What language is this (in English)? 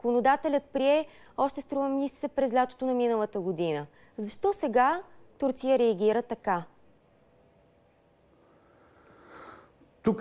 Bulgarian